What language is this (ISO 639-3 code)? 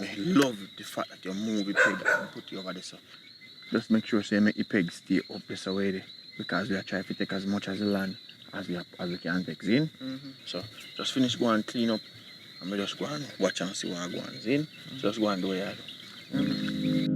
jam